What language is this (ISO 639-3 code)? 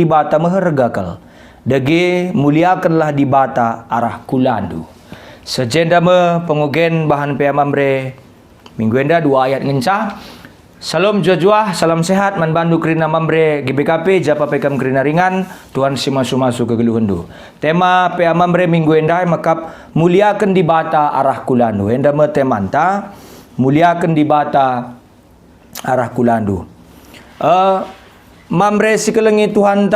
btx